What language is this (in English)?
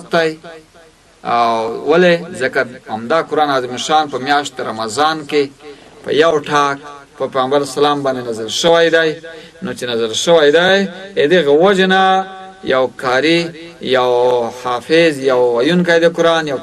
Pashto